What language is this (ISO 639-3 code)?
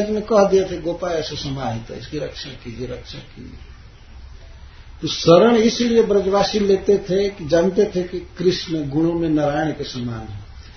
hin